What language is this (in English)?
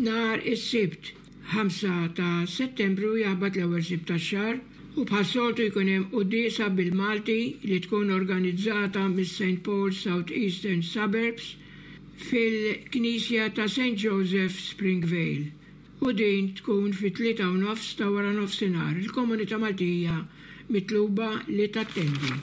Maltese